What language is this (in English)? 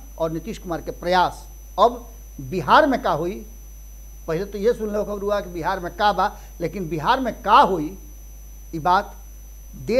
Bhojpuri